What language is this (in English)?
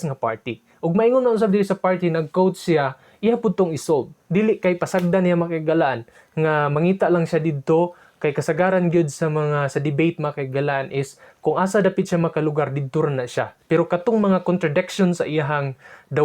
Cebuano